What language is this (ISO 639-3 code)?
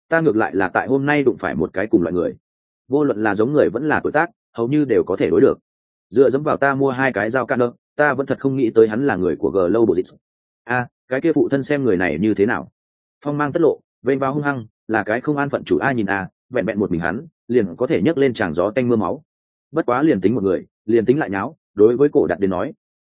vie